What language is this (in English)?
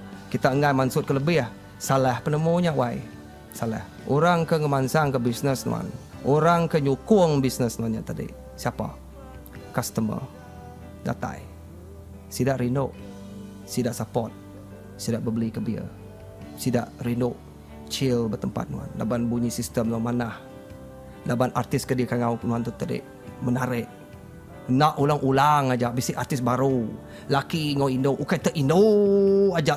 Iban